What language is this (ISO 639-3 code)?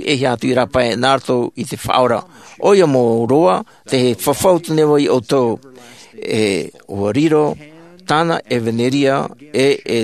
tah